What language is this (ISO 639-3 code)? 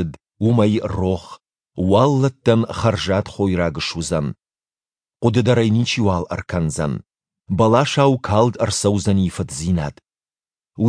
oss